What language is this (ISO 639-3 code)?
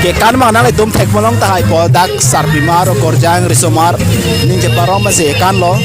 mjw